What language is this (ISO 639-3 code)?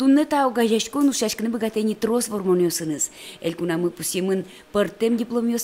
udm